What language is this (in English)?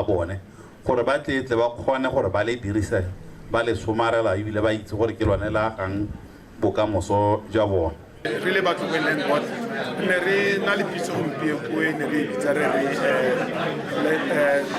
Tswana